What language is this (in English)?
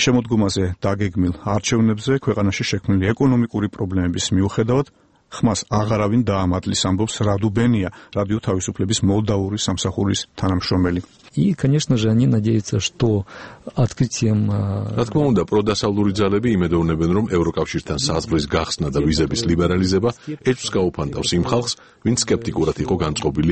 Georgian